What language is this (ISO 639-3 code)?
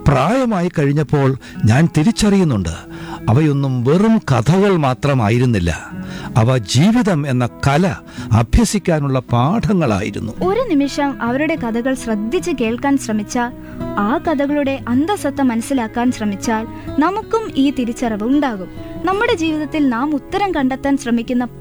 mal